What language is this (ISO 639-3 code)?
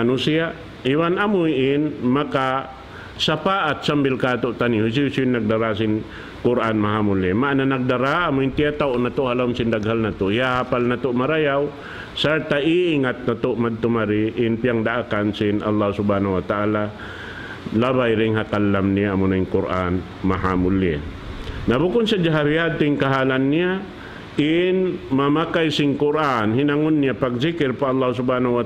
tsg